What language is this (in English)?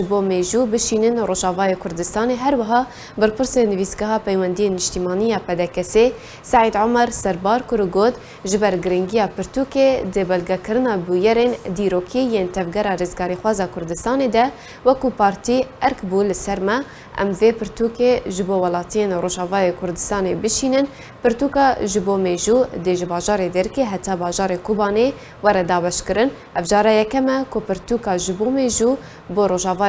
Kurdish